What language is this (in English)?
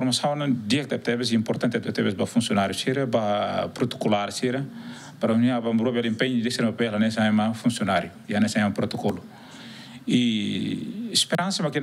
Tetum